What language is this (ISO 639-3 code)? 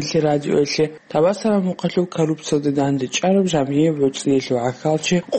ava